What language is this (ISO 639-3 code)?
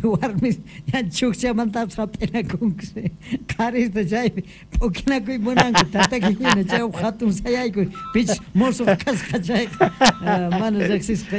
que